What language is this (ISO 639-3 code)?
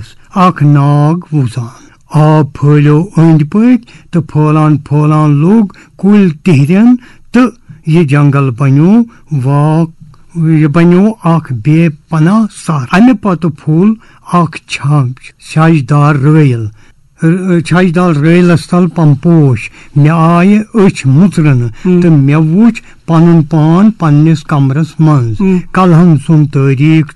kas